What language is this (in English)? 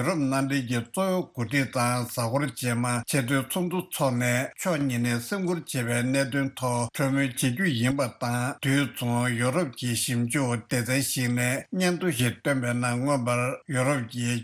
Tibetan